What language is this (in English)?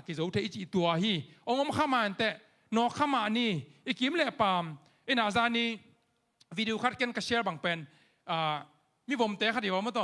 Tedim Chin